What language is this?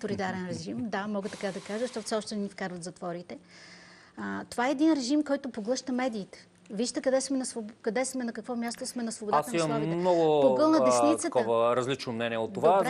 Bulgarian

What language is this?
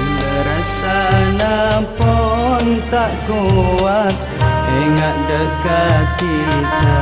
Madurese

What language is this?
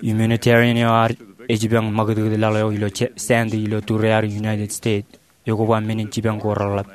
Marshallese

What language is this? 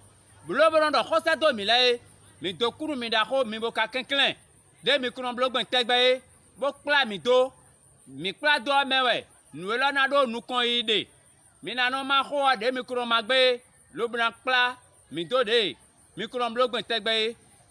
Fon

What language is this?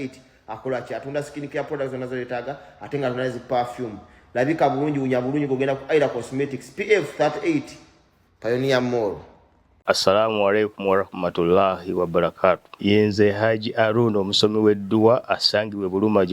Ganda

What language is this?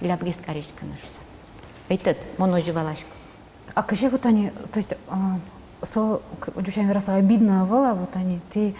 Udmurt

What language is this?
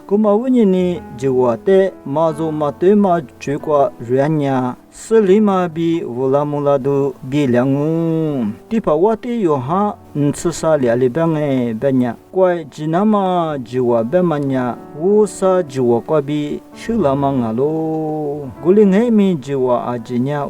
Lisu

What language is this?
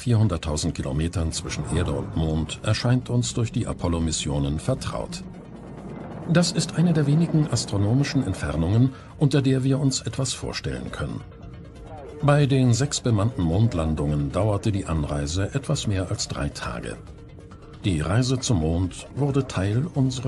German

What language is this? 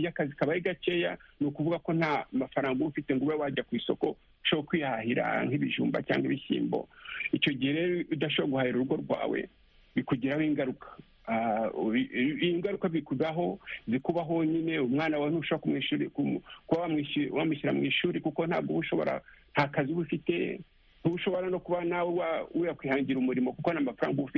Kinyarwanda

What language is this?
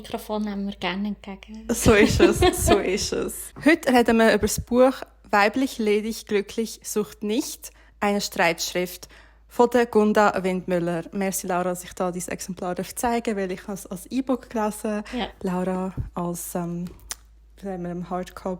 Swiss German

